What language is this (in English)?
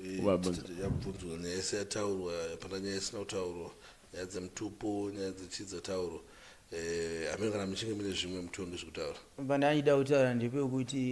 Shona